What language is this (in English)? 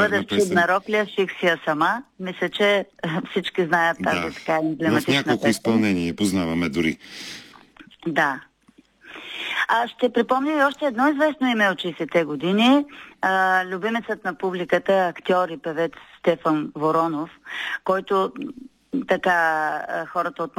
Bulgarian